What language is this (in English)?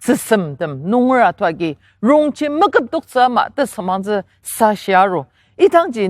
Ao Naga